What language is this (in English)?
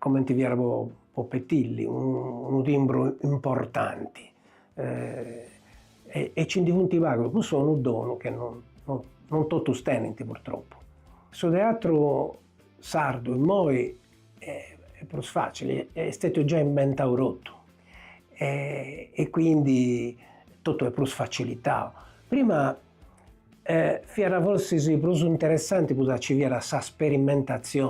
Sardinian